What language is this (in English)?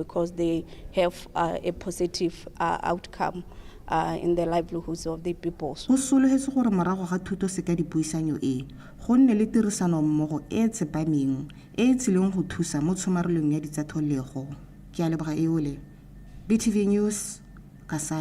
Tswana